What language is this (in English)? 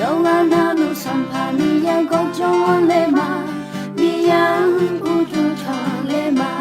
Akha